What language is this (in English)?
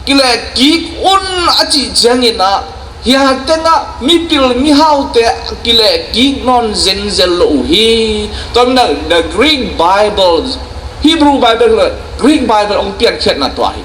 Tedim Chin